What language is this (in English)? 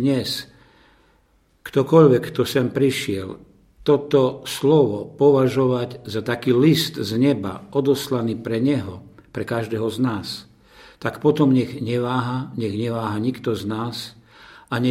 Slovak